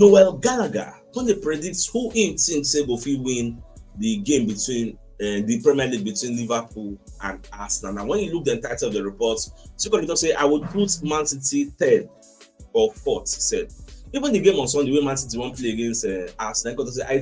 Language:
Nigerian Pidgin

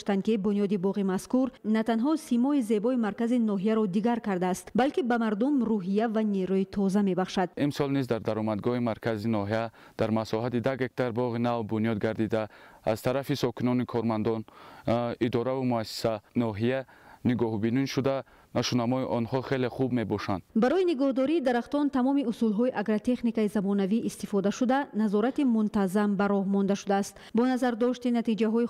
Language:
Tajik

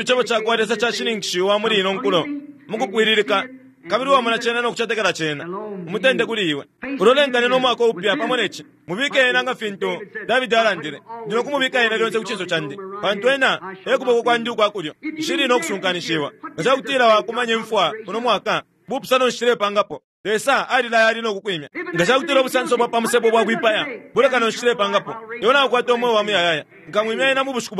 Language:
Bemba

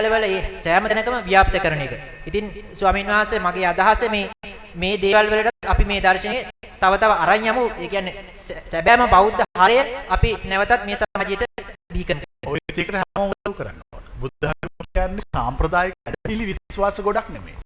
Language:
Sinhala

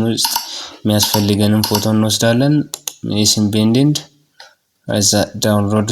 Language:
Amharic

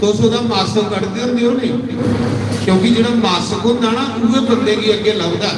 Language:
Dogri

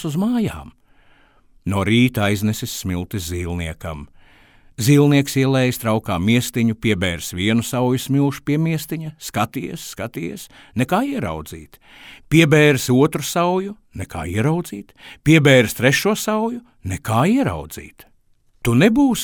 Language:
Latvian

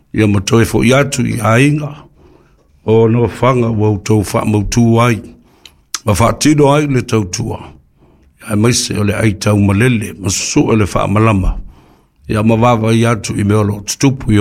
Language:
Samoan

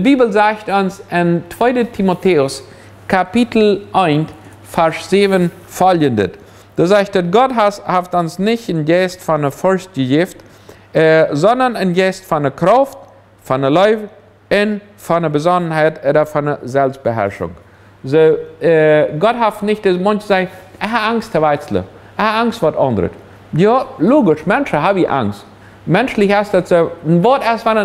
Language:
Plautdietsch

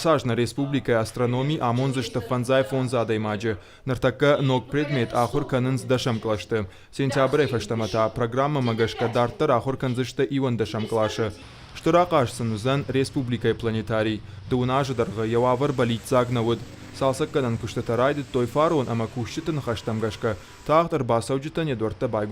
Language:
Ossetic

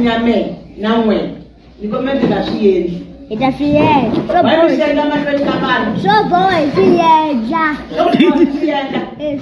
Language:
Tsonga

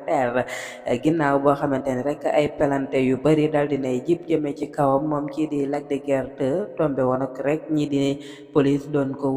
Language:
Wolof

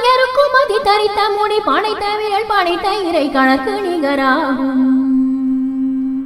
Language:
Tamil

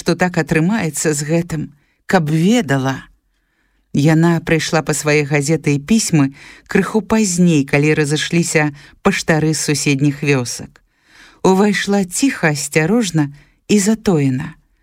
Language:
Belarusian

